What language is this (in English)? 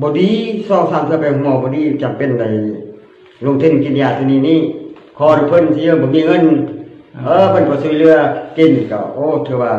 Lao